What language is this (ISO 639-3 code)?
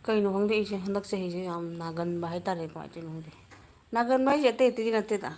mni